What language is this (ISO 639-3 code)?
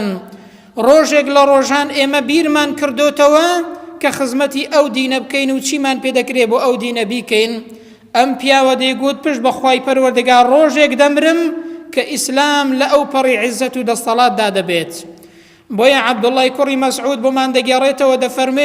ckb